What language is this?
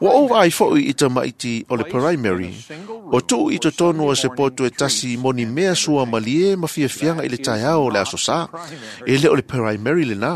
Samoan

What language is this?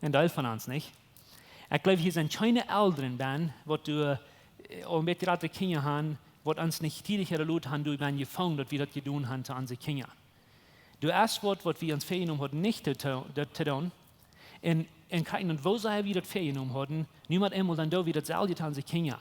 Plautdietsch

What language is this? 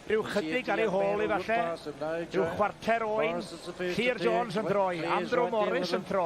Welsh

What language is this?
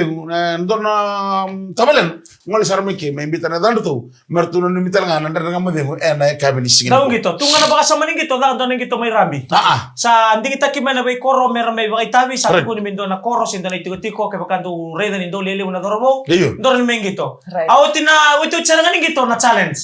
Fijian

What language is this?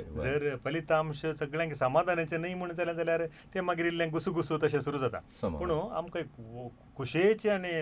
Konkani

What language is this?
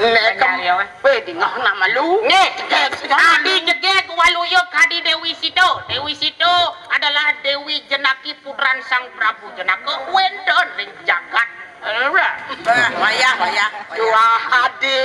Balinese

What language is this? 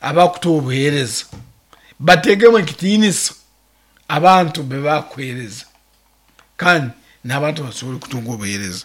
Nyankole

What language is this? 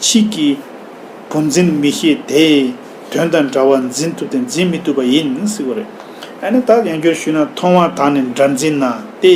Tibetan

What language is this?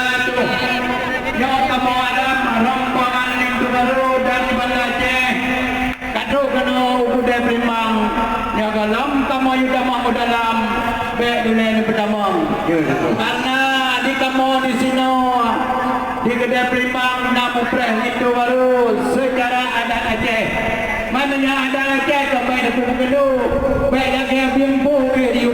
Achinese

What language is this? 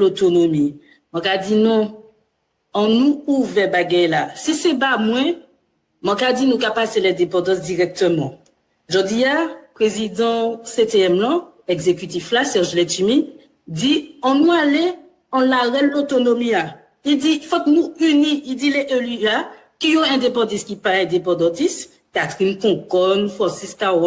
Guadeloupean Creole French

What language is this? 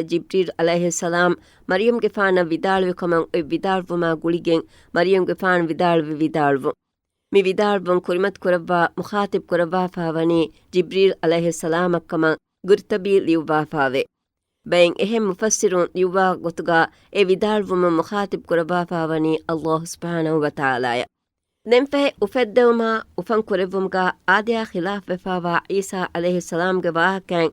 Divehi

